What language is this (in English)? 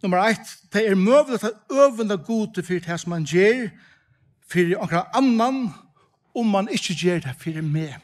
Faroese